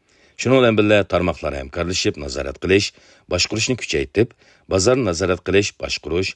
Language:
Uyghur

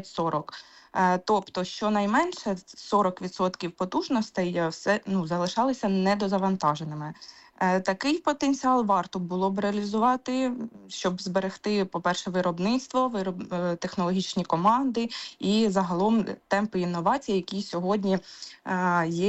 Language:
Ukrainian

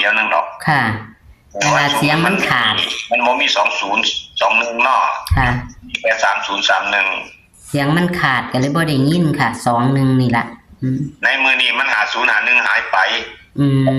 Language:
Northeastern Thai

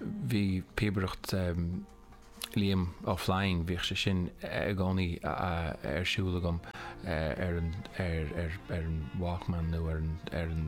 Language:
Irish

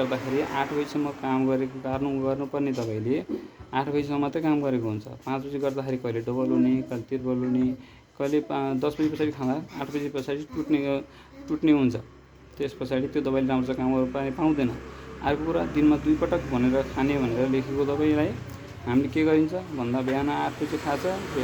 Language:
Nepali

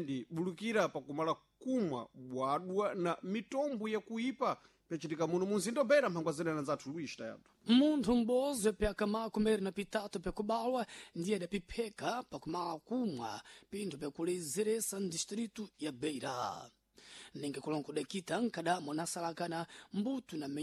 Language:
Sena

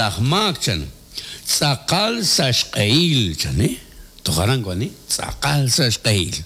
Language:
Kekchí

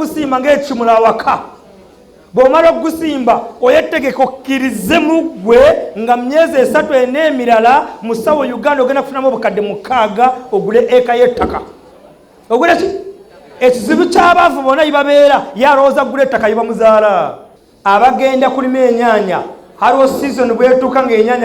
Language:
Ganda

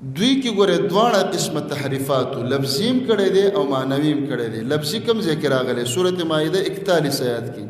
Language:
Pashto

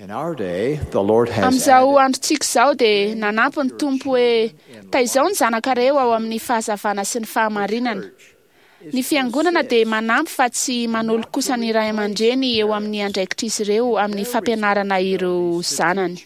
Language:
Malagasy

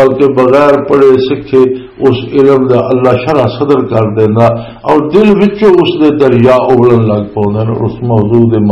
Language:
Western Panjabi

